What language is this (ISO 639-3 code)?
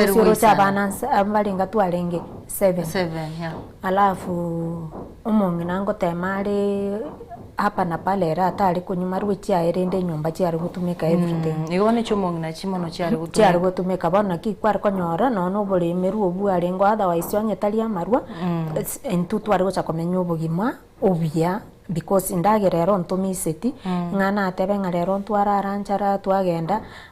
guz